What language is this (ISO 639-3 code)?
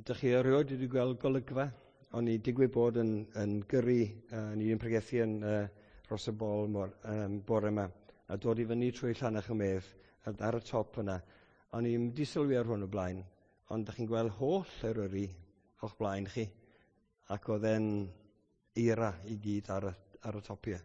cym